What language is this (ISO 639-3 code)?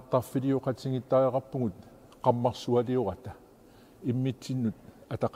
kal